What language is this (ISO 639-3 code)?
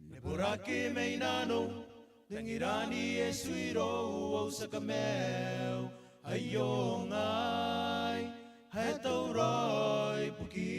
gil